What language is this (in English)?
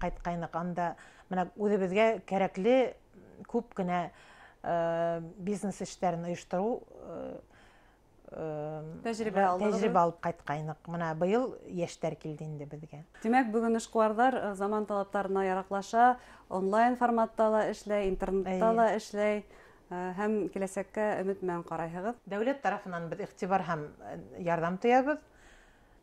Bashkir